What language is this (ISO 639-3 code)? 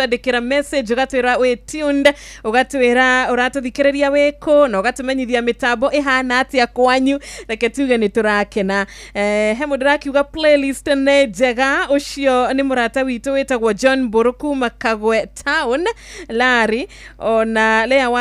kik